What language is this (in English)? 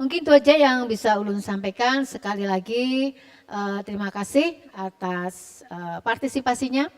Banjar